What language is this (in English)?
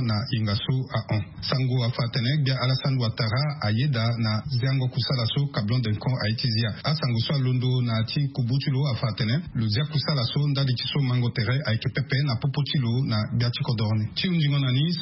Sango